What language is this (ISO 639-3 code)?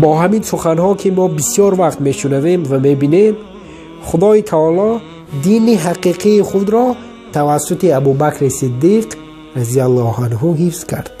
tgk